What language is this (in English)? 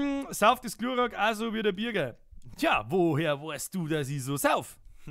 Bavarian